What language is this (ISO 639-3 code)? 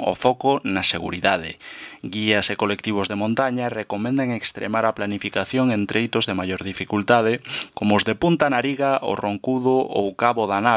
glg